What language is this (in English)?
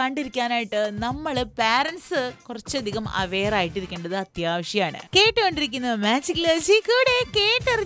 Malayalam